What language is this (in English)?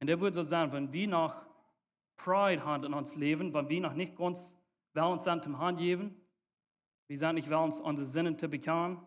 Plautdietsch